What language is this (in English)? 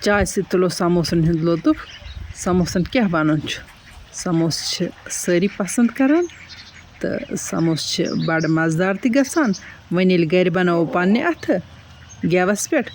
Kashmiri